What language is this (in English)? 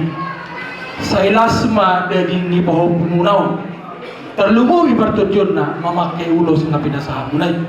Batak Toba